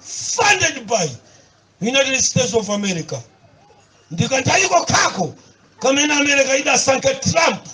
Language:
Nyanja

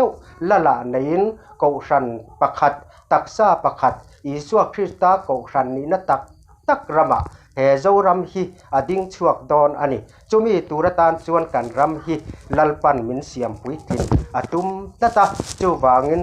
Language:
Mizo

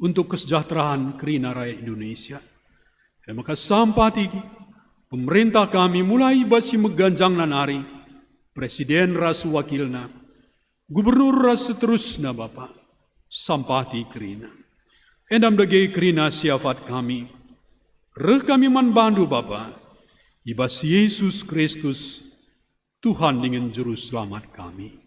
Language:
Batak Karo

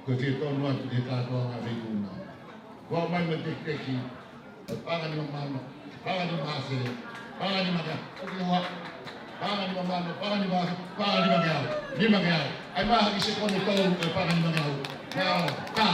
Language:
Tongan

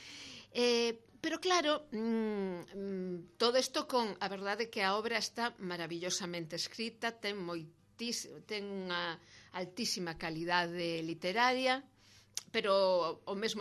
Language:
Galician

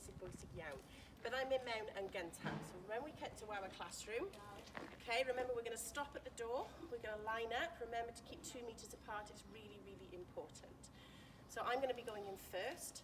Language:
Welsh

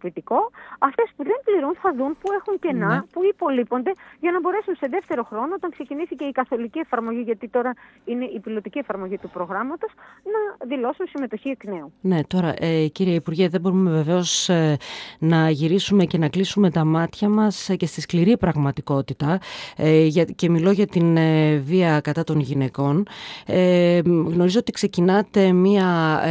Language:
Greek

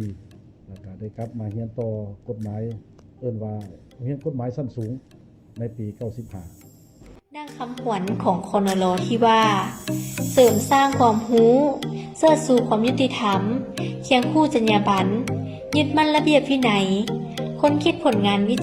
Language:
Lao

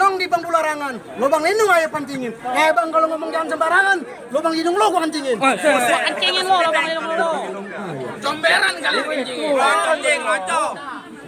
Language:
Betawi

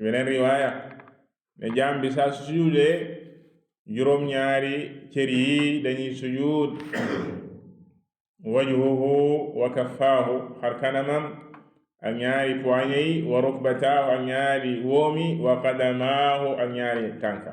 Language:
Wolof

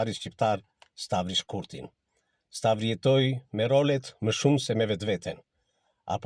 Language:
Albanian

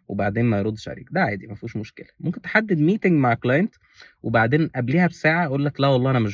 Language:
Egyptian Arabic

